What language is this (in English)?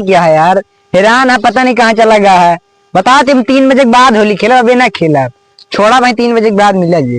Awadhi